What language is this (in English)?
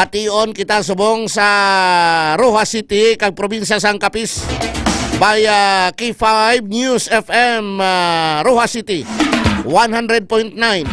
Hiligaynon